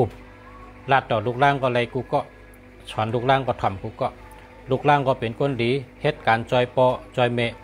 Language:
Shan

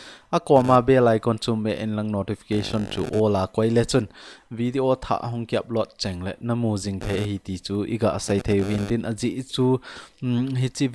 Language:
Thado Chin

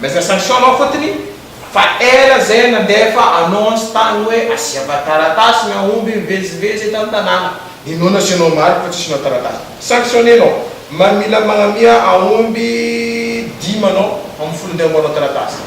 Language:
Malagasy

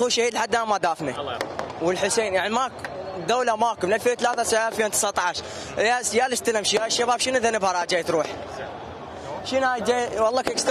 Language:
Mesopotamian Arabic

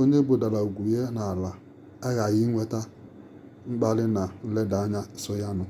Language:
Igbo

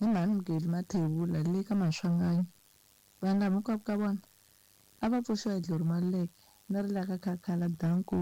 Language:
Tsonga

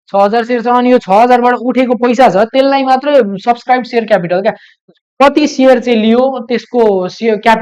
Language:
Nepali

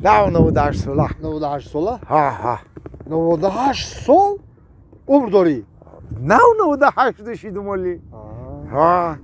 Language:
Tajik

